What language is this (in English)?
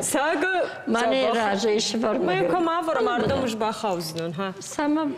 Ossetic